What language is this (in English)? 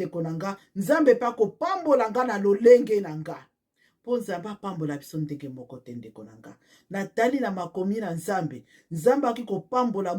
Lingala